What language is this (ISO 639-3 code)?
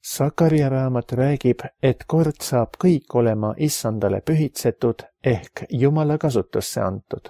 est